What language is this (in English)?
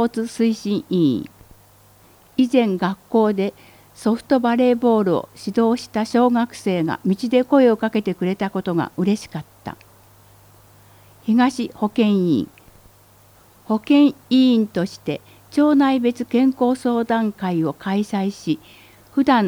Japanese